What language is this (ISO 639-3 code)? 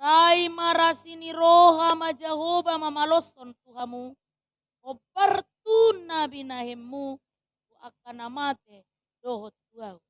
bbc